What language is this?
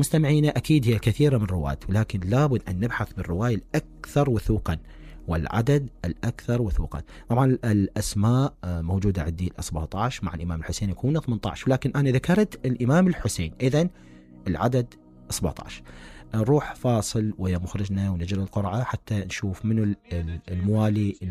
Mesopotamian Arabic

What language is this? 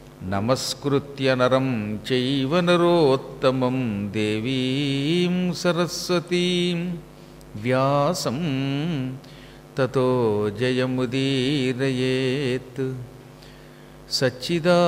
Telugu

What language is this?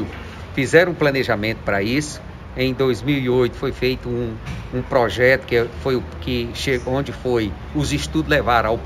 Portuguese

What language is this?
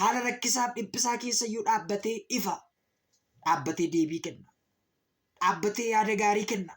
Oromo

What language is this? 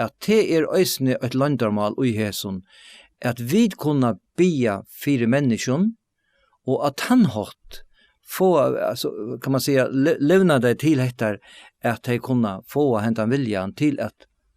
Faroese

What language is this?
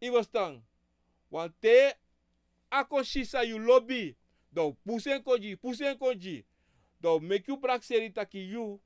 Sranan Tongo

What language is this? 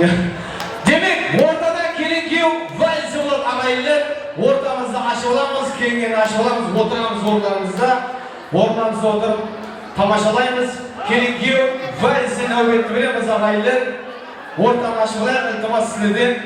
Kara-Kalpak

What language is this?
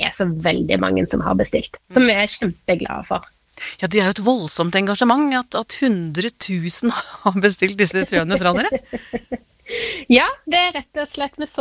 Norwegian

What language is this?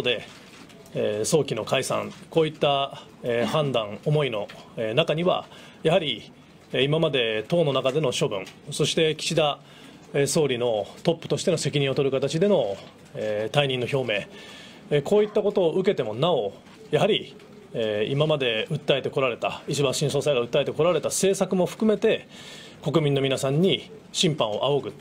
Japanese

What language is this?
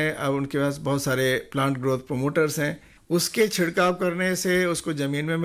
Hindi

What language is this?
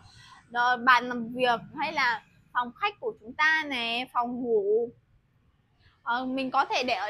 Vietnamese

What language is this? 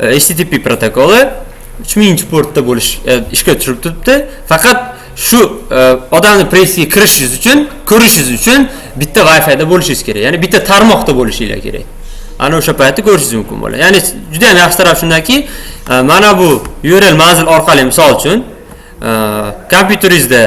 Uzbek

